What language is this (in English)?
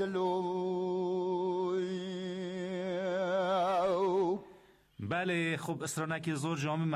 Persian